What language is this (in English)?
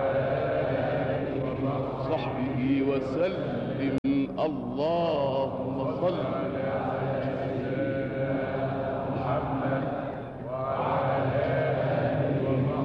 Arabic